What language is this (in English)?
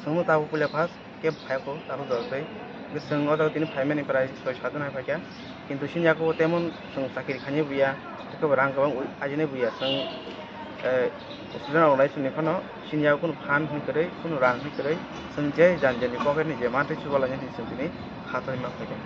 Kok Borok